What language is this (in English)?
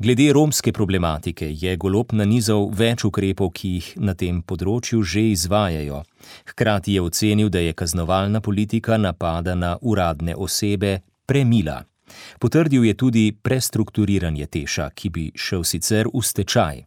Slovenian